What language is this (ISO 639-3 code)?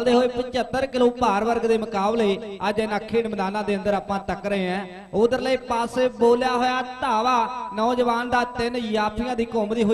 pan